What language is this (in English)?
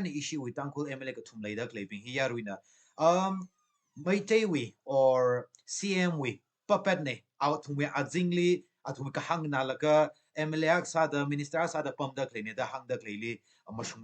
Tangkhul Naga (India)